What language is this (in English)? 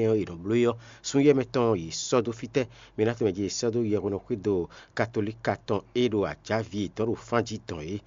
Fon